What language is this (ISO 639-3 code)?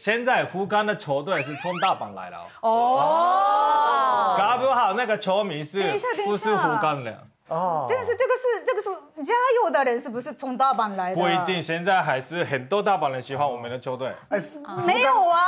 zho